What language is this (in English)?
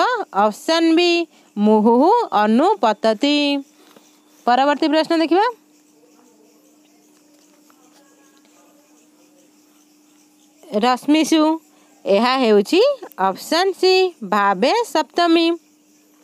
Odia